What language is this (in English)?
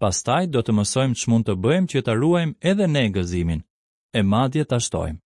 Albanian